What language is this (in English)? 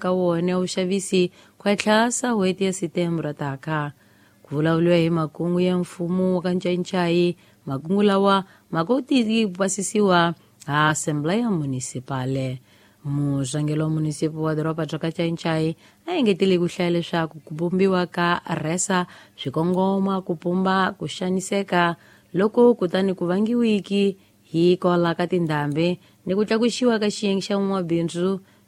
Tsonga